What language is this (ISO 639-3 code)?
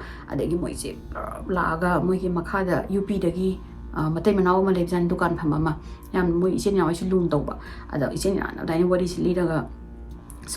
mni